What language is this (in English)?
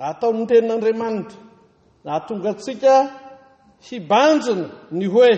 Malagasy